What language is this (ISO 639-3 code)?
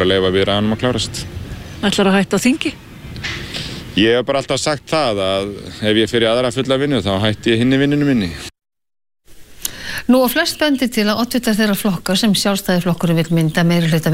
isl